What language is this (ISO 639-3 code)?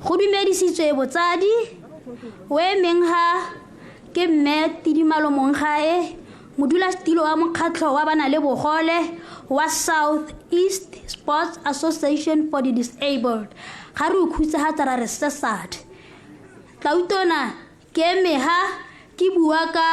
tsn